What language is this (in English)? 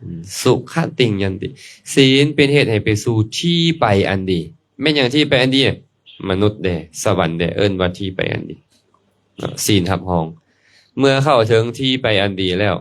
Lao